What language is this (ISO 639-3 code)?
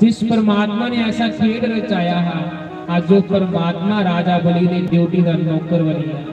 doi